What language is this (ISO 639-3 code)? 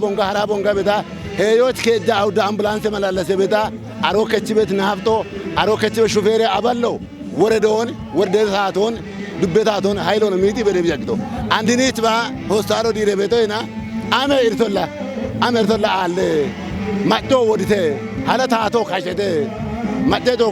kbr